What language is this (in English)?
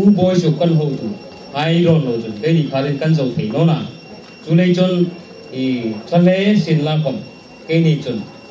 Hmar